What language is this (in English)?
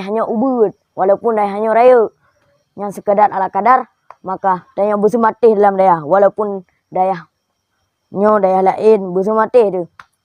Achinese